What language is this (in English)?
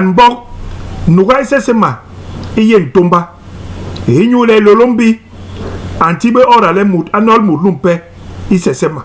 Basaa